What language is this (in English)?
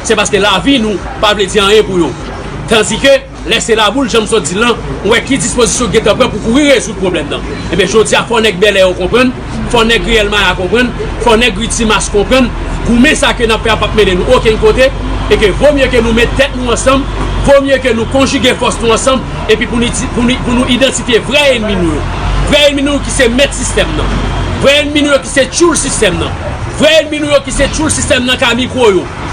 Haitian Creole